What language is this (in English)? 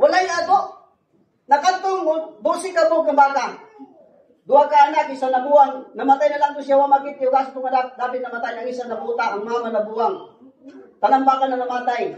Cebuano